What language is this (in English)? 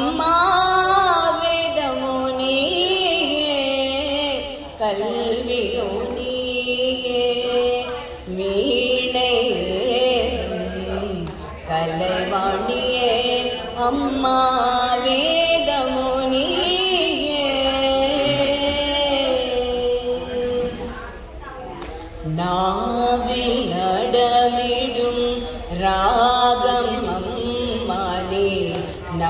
Tamil